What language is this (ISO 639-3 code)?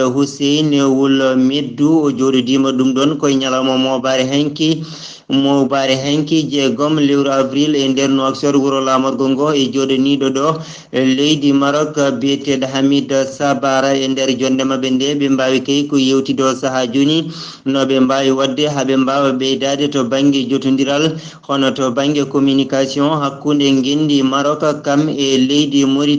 ful